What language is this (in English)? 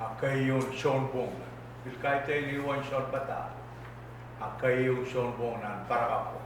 Pohnpeian